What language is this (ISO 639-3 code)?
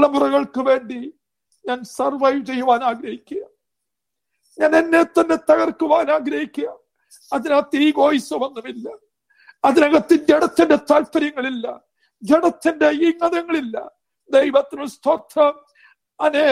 mal